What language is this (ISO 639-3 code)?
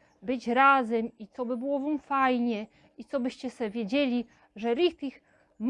szl